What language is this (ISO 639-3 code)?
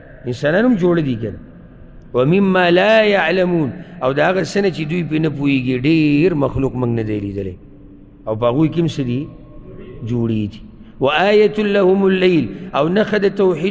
pus